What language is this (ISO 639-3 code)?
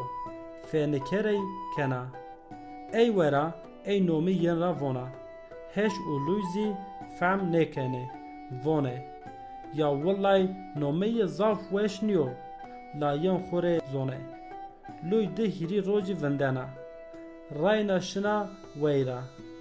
zza